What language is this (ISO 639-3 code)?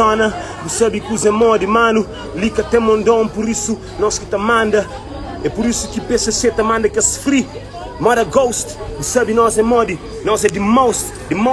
kea